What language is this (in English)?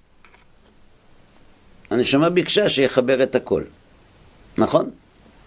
Hebrew